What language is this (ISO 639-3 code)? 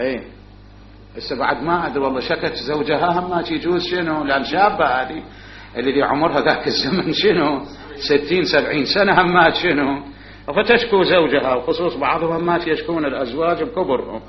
acm